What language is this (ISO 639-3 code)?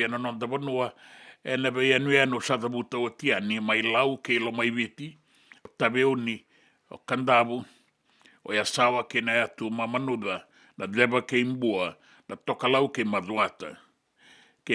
fij